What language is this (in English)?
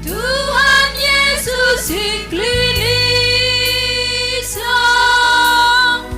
Batak Karo